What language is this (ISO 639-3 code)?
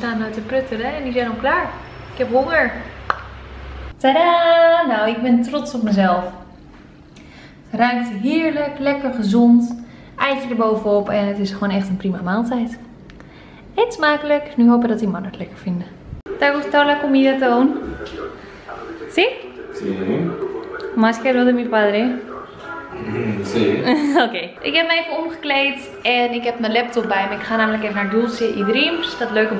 nld